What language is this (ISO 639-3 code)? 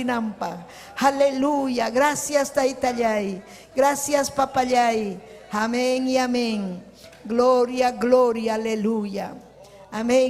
quy